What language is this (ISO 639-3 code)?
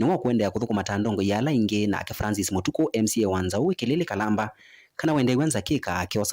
kam